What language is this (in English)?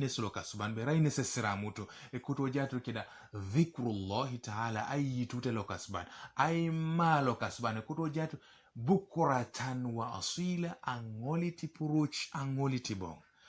Teso